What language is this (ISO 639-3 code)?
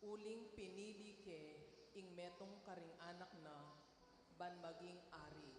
pam